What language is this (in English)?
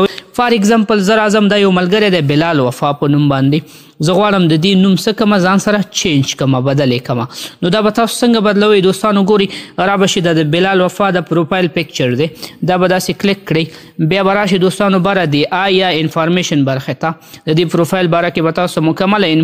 Pashto